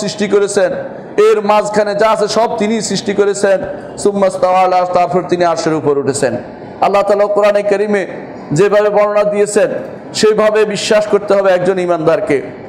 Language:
Bangla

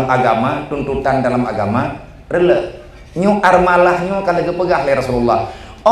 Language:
Achinese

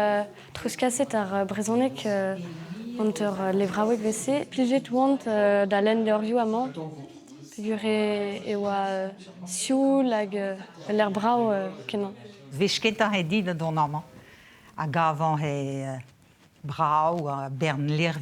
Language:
Breton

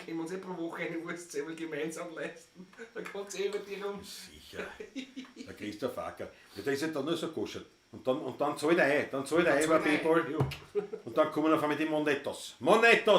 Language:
Bavarian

